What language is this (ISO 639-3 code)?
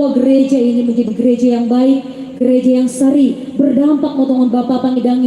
bts